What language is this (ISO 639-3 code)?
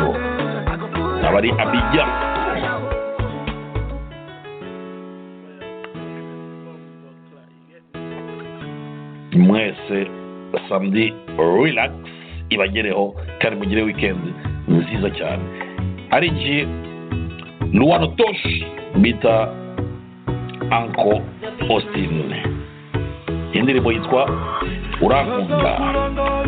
kin